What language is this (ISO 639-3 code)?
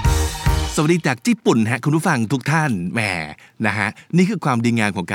tha